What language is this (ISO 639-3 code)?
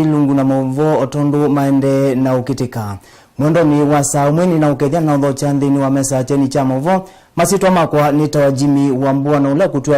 kam